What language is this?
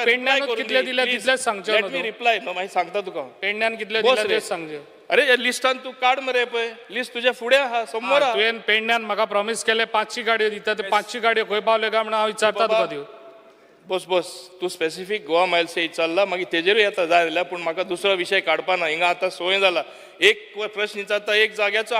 Konkani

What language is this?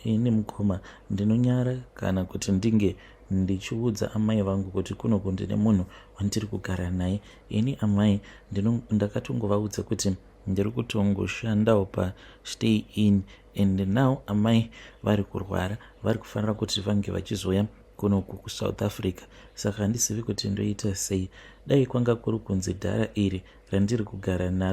Shona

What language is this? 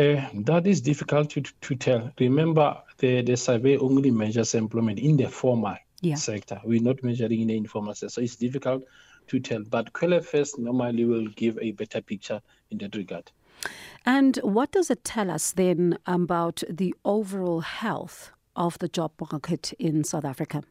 English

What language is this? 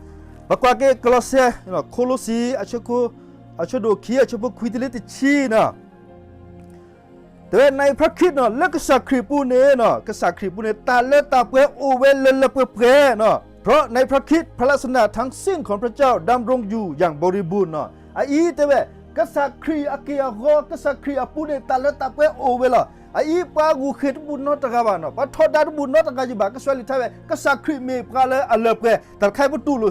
S'gaw Karen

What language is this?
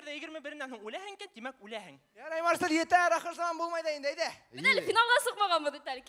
Bashkir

